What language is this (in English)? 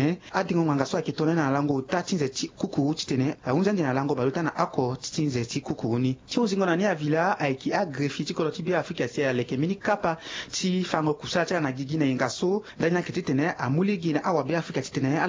Sango